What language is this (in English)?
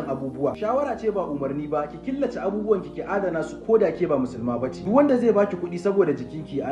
Hausa